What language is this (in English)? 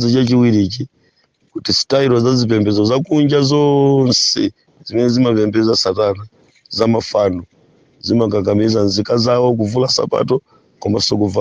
Nyanja